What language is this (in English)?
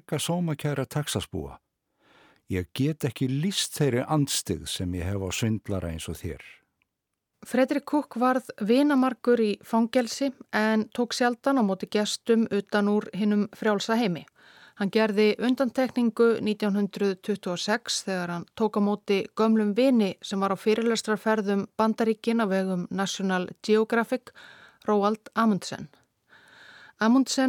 Icelandic